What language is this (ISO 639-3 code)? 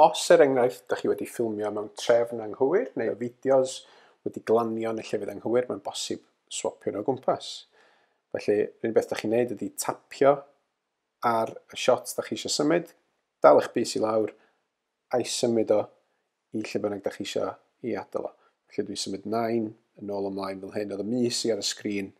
cym